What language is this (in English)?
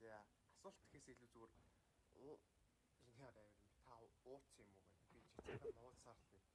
Mongolian